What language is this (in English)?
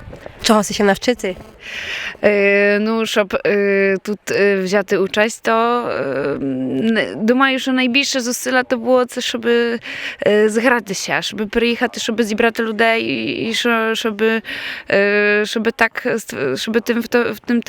Rusyn